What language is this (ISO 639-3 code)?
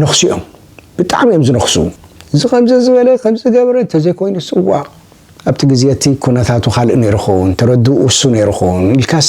tir